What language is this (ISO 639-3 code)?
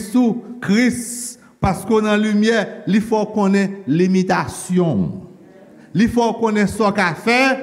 hat